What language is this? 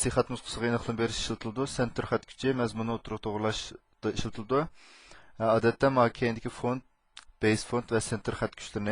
Uyghur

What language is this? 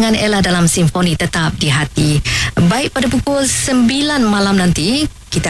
Malay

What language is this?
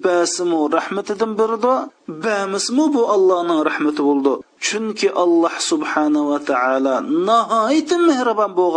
Uyghur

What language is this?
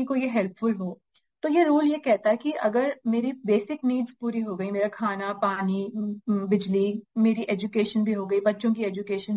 Hindi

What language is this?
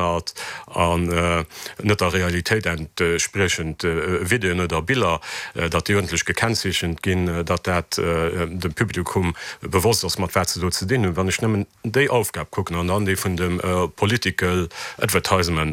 Luxembourgish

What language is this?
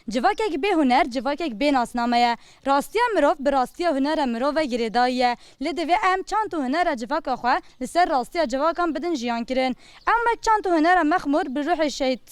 Kurdish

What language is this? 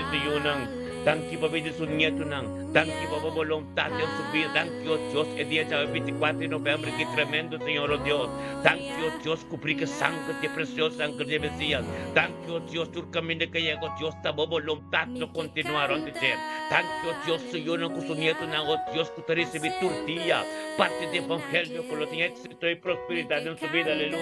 Papiamento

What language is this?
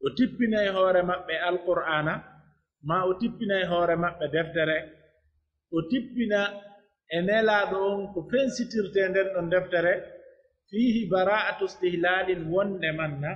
Pular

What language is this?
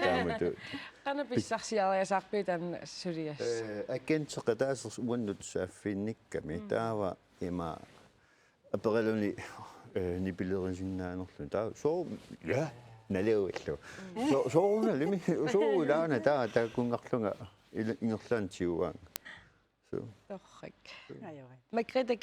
Kalaallisut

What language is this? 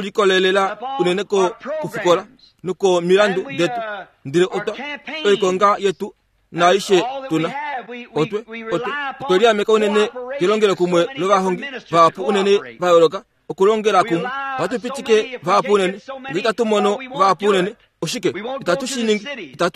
Kuanyama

